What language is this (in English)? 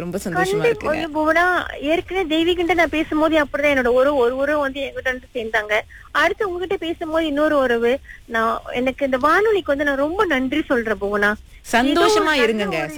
Tamil